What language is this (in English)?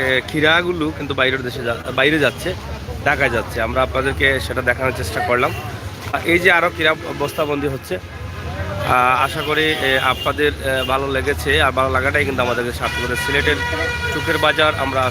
Sylheti